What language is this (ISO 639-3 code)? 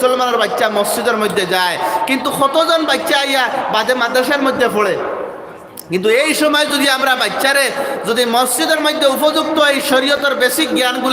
syl